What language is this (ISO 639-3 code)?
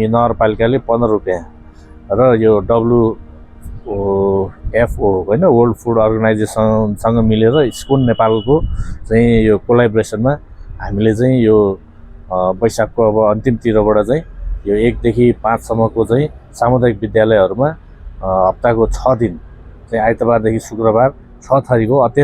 nep